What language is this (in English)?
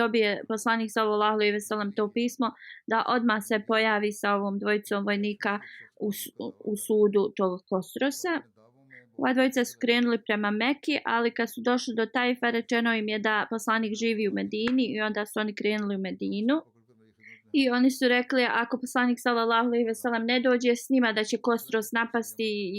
Bosnian